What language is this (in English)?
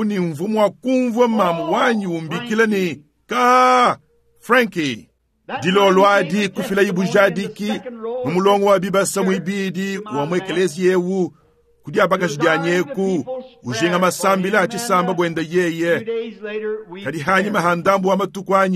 Luba-Lulua